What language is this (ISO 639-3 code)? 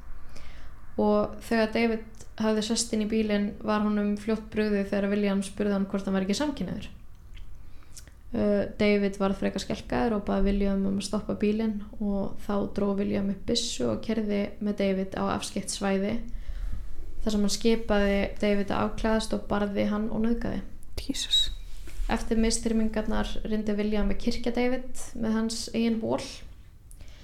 isl